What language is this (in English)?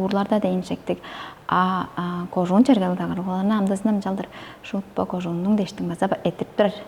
Tuvinian